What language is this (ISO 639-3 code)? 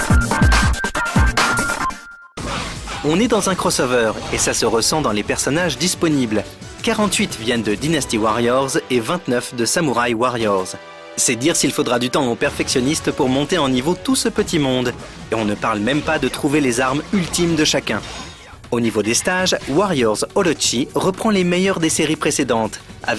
fra